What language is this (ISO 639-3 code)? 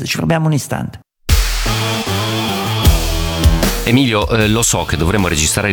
ita